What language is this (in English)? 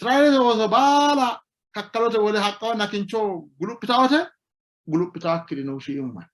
Sidamo